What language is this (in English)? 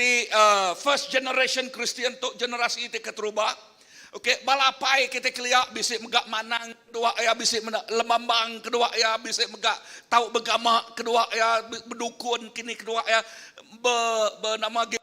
Iban